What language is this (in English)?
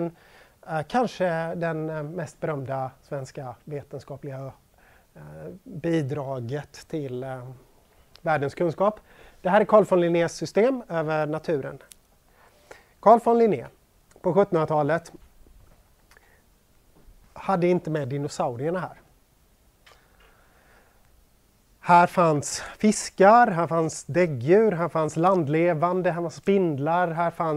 Swedish